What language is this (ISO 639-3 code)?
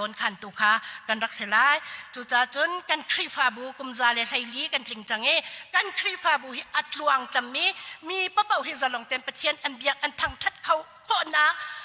cnh